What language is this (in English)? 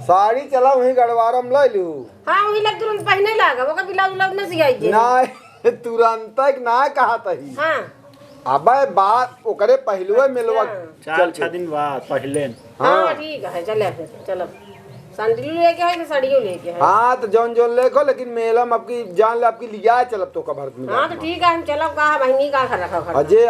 Awadhi